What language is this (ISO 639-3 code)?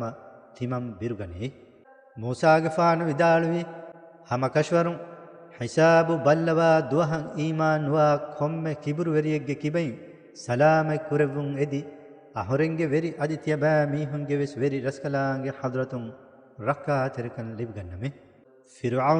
div